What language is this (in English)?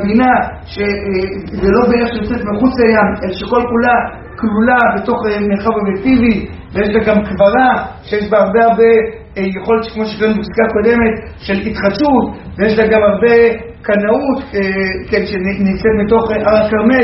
Hebrew